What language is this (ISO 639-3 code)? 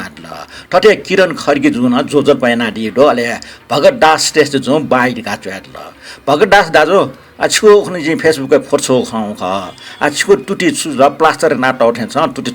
new